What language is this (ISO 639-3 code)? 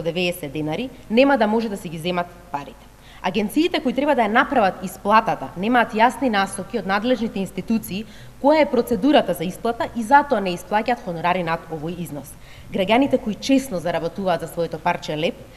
mkd